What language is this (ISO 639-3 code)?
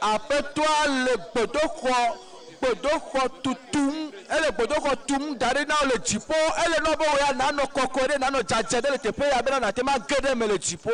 ewe